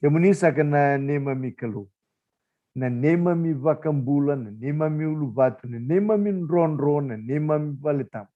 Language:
Fijian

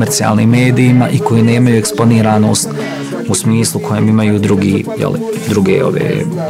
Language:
Bosnian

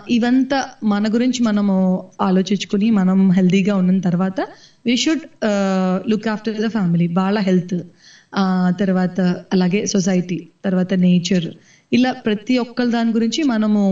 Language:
Telugu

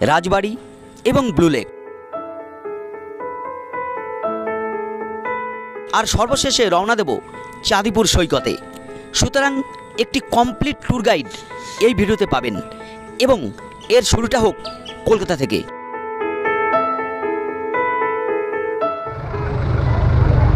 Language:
Bangla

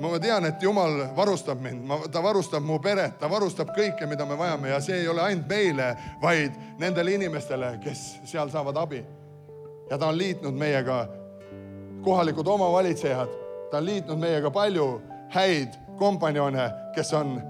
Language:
Estonian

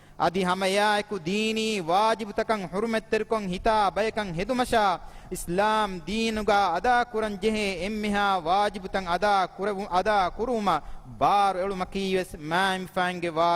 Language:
Divehi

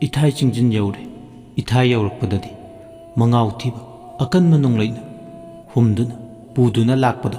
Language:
Manipuri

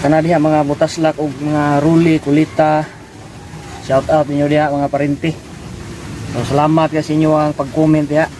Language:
Cebuano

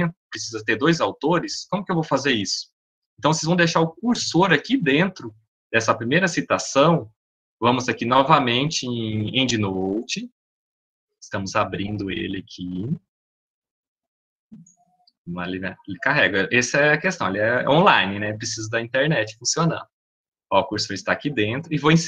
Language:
Portuguese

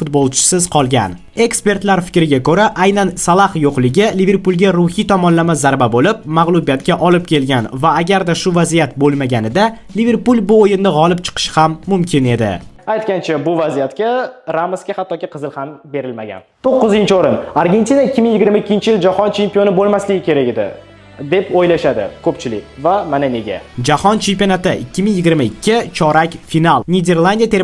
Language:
Uzbek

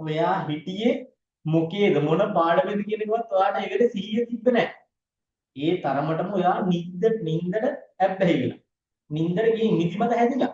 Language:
Sinhala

